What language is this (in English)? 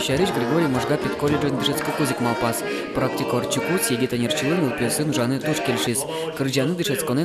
Udmurt